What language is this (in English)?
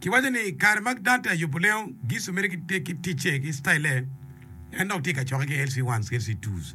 Acoli